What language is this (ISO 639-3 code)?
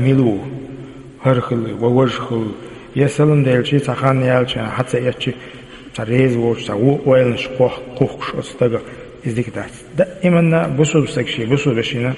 che